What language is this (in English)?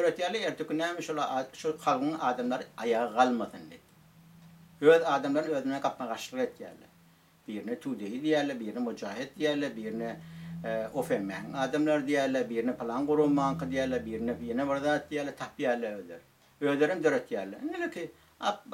Turkmen